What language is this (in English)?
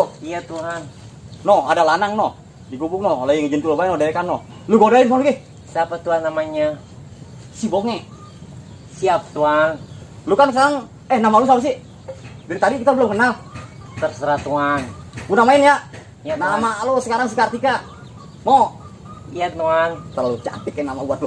Betawi